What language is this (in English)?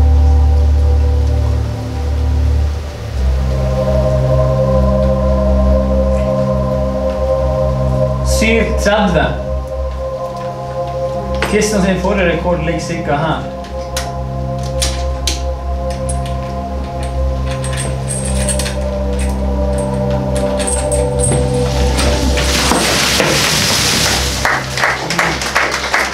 Norwegian